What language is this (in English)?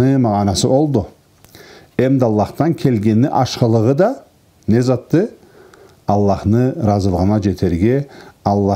Karachay-Balkar